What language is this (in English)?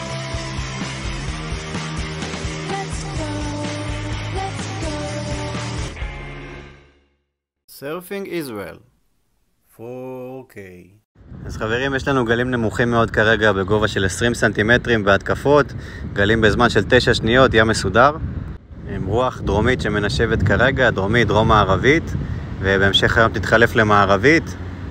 Hebrew